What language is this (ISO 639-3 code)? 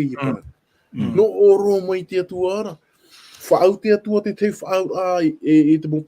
tah